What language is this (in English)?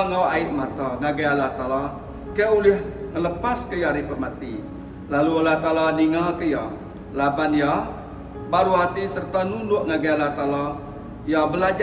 Iban